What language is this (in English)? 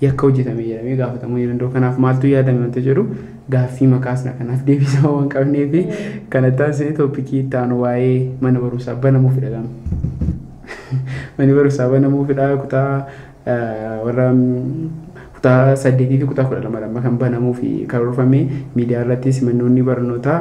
Oromo